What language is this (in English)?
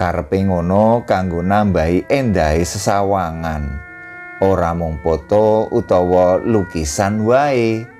Javanese